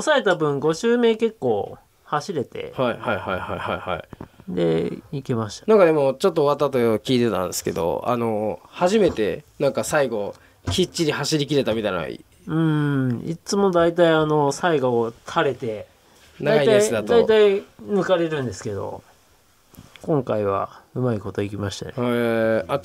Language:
Japanese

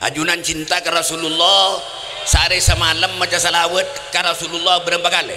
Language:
Madurese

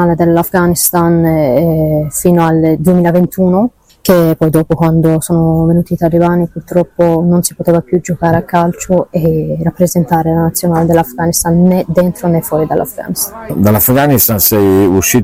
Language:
Italian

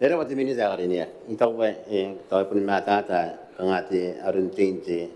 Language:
Gilbertese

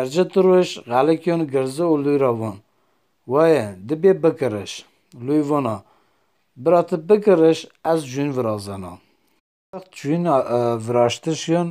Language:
Zaza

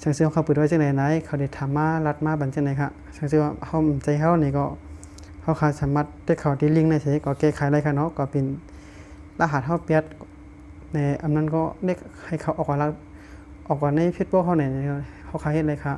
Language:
Shan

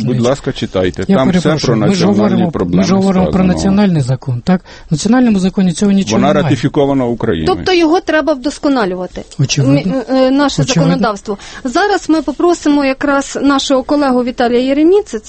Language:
Ukrainian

